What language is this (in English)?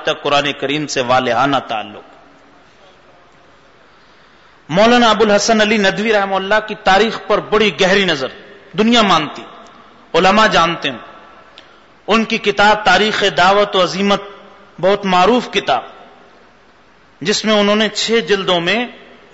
Urdu